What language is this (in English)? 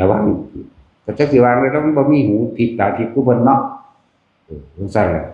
Northeastern Thai